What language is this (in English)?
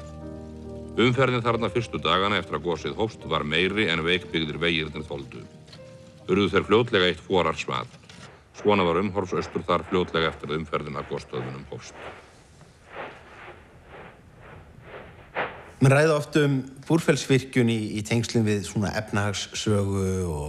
Icelandic